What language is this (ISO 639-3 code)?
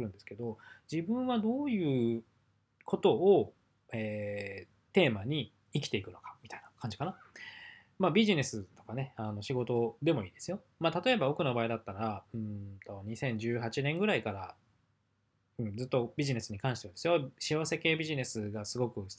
jpn